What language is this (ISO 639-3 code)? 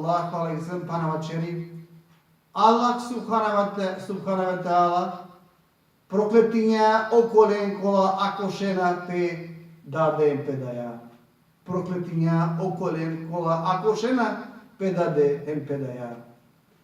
rmn